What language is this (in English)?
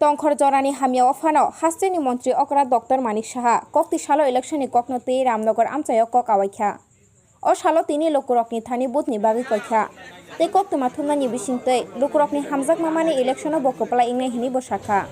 Kok Borok